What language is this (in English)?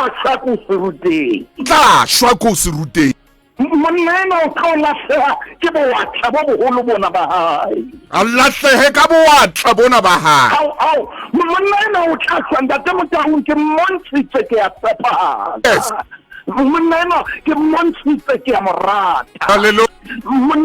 Southern Sotho